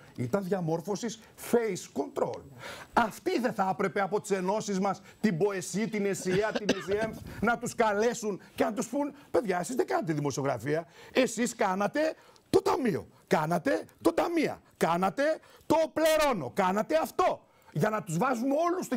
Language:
Greek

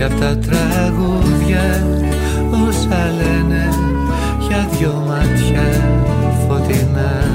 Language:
Greek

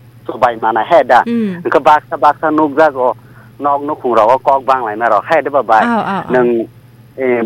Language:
Kok Borok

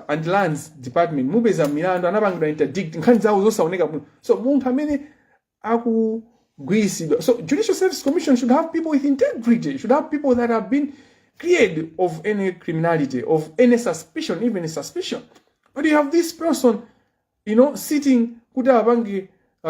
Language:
Nyanja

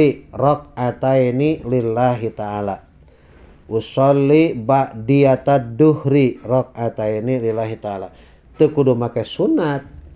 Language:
Sundanese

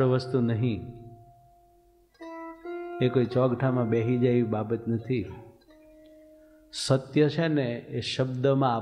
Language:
Gujarati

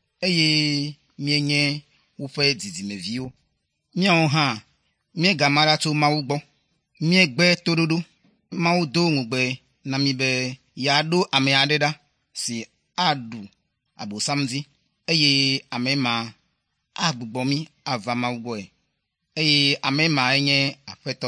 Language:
Ewe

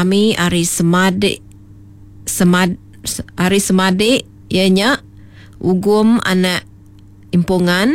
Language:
Iban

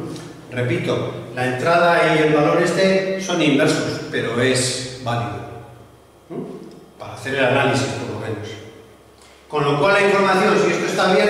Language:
Spanish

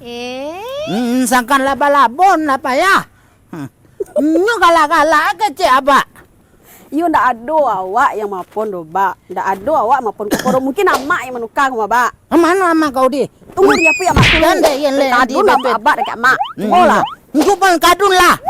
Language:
Minangkabau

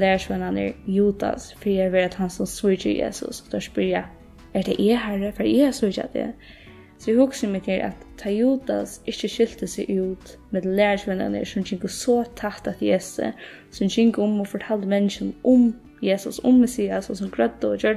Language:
Faroese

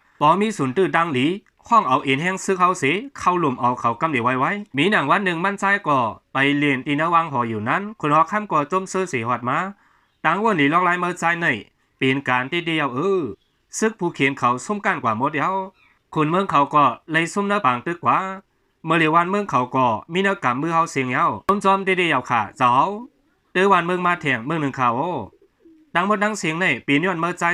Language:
Shan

